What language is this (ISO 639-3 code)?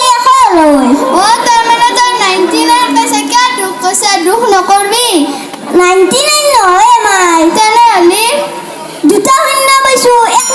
asm